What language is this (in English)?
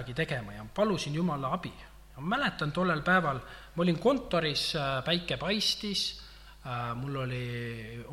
Estonian